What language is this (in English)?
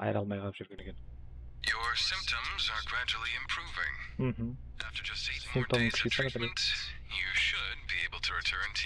Kara-Kalpak